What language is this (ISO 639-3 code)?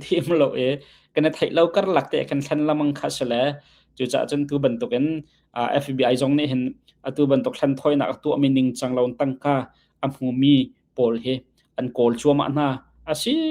cnh